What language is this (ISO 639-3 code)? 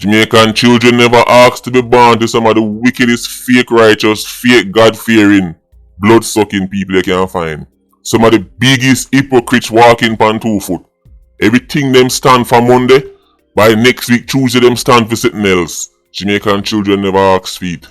jam